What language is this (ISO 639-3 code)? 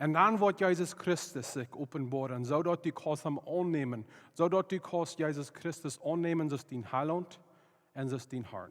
pdt